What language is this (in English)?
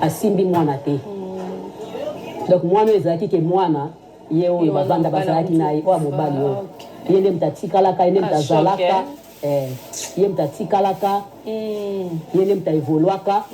Lingala